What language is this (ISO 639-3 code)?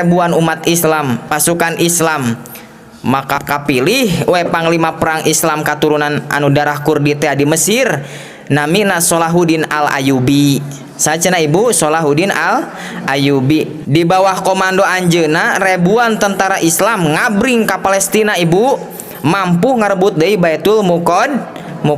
sun